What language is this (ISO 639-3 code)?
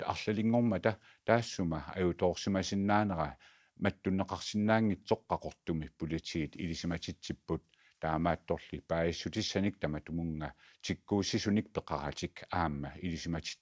kal